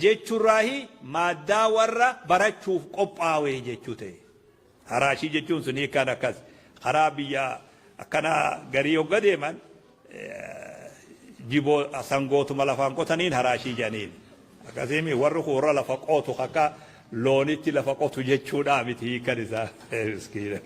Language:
Oromo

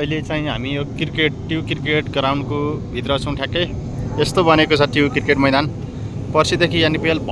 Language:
Nepali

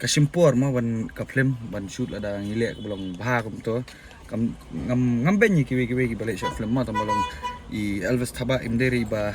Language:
Khasi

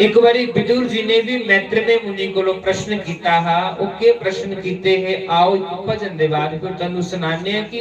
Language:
Dogri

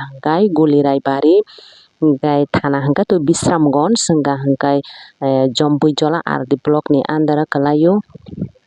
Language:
Kok Borok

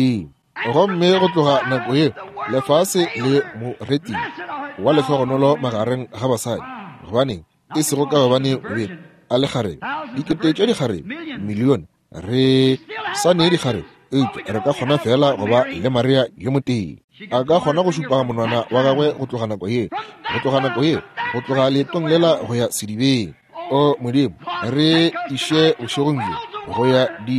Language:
Northern Sotho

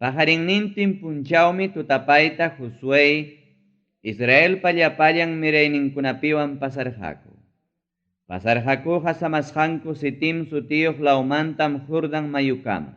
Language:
Ayacucho Quechua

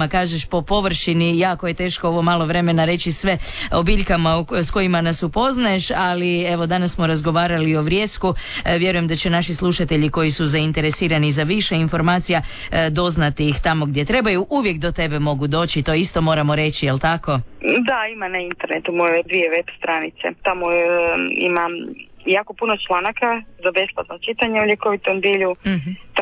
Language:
Croatian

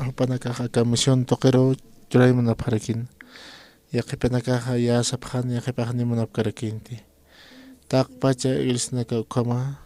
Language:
Aymara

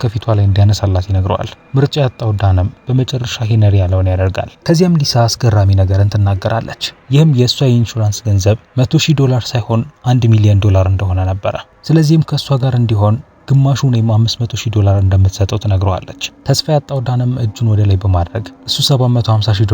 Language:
Amharic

